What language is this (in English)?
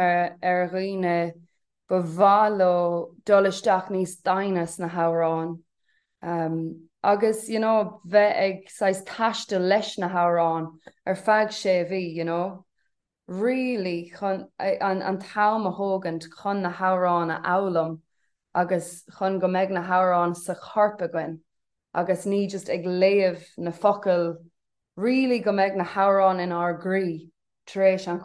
Irish